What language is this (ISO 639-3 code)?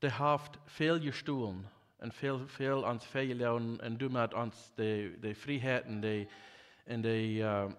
pdt